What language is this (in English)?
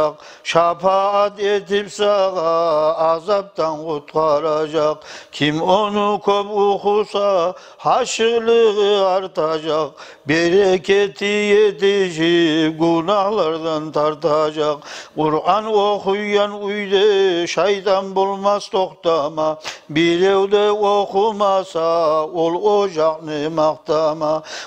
Kumyk